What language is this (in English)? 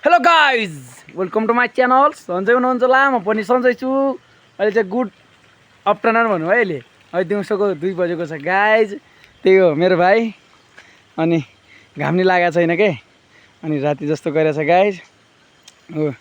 Nepali